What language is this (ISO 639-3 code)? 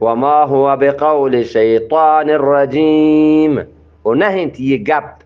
bgp